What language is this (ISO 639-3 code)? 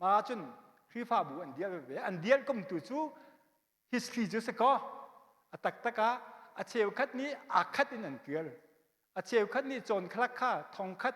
cnh